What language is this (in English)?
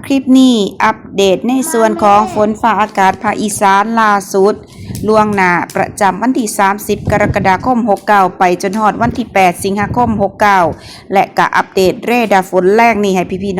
Lao